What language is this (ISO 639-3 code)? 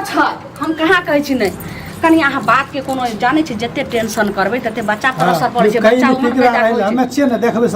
mai